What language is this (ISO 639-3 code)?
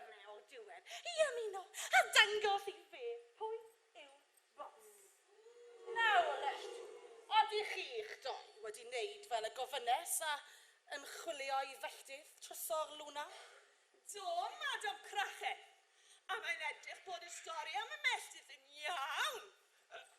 cym